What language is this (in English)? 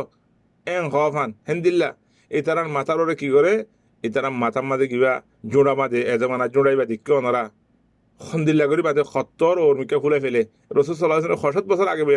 Rohingya